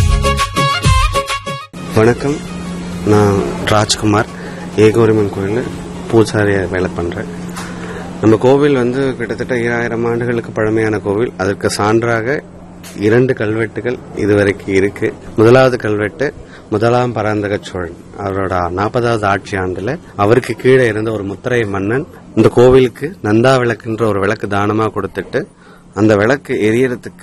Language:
Tamil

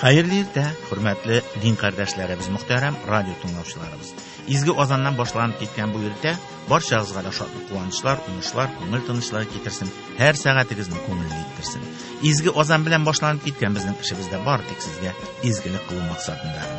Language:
Tatar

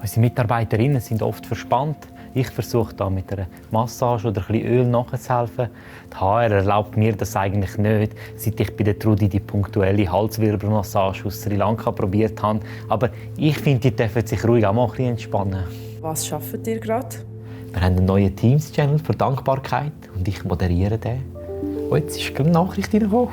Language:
Swiss German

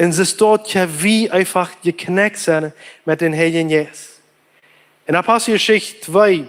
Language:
Plautdietsch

